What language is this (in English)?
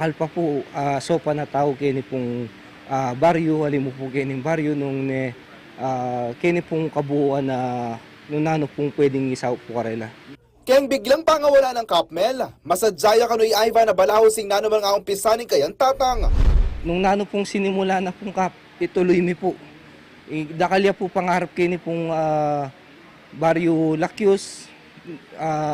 Pampanga